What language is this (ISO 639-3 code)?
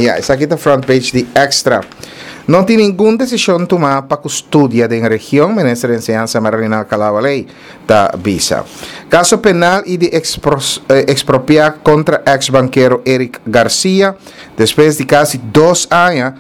pap